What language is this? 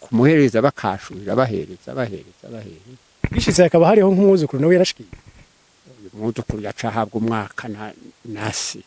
Rundi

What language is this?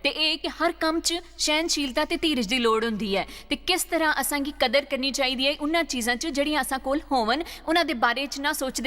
Dogri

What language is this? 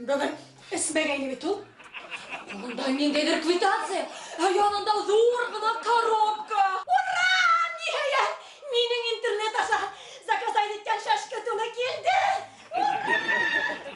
Bashkir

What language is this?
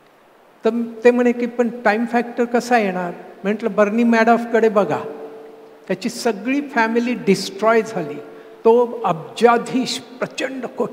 Marathi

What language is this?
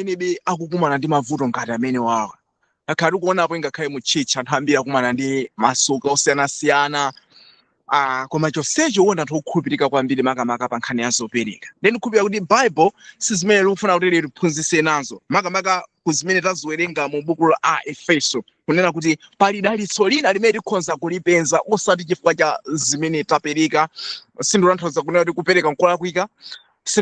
Nyanja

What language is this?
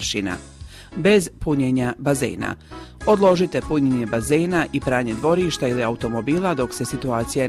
Croatian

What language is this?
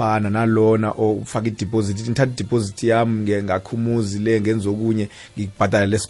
South Ndebele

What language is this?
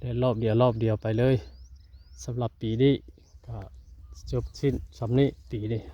Northeastern Thai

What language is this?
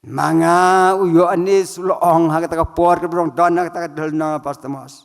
Khasi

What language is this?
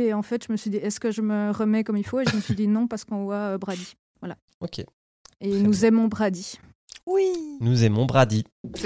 French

